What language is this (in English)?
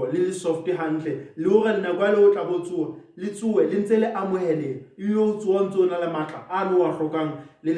Southern Sotho